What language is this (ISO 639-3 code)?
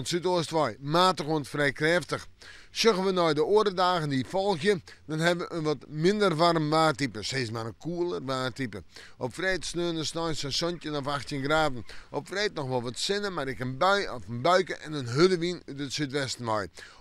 fry